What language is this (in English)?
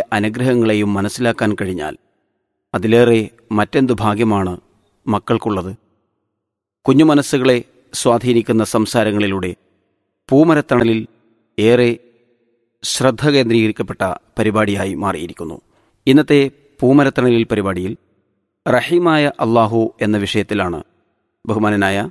Malayalam